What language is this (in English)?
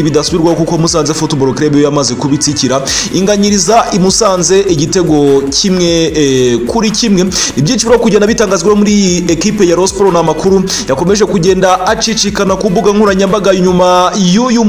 Kinyarwanda